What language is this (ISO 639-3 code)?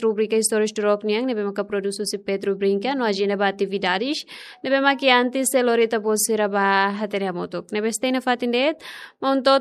tet